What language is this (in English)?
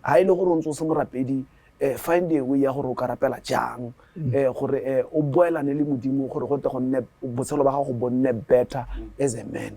Tswana